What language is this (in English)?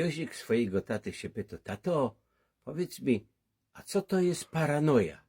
Silesian